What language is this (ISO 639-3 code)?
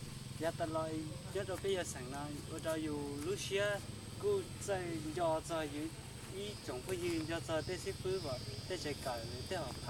hmn